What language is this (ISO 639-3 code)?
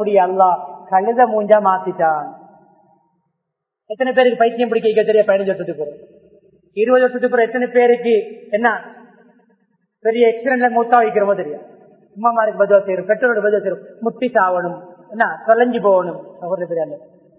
tam